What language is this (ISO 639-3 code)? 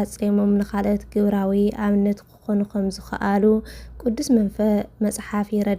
tir